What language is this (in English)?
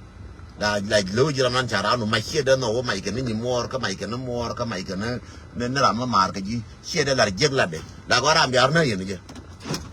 Nuer